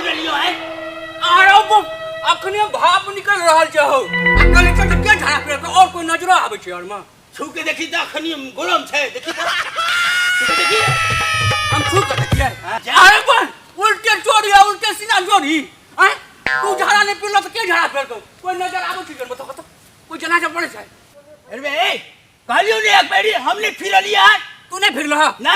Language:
Maithili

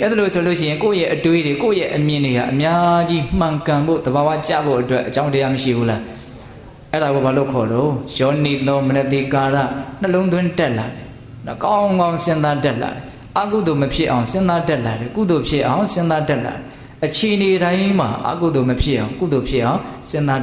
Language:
Burmese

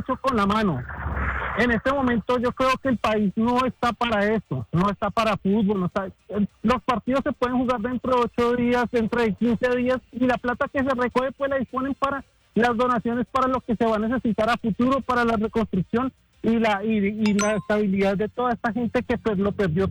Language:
Spanish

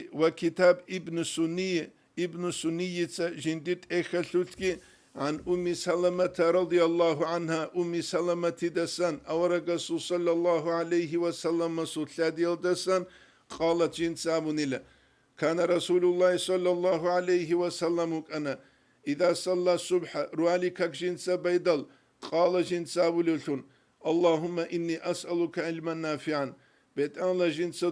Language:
Avaric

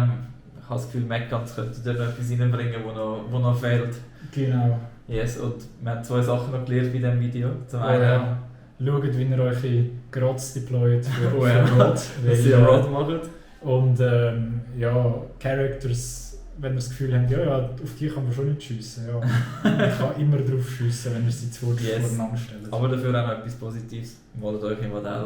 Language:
Swiss German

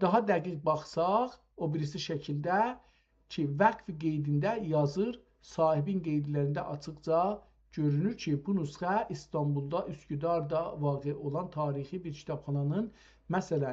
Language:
South Azerbaijani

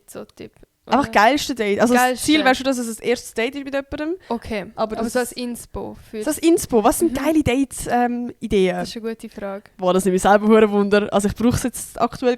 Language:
Swiss German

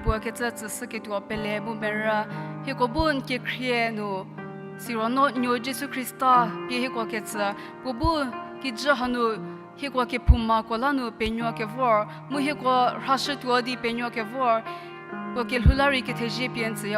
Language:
Angami Naga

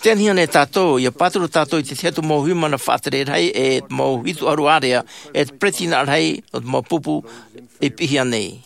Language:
Tahitian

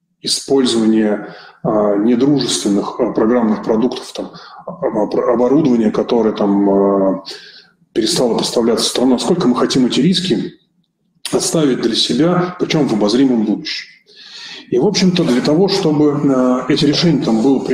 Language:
Russian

